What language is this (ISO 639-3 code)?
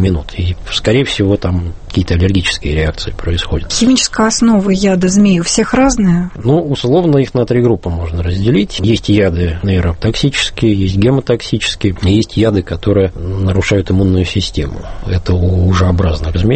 rus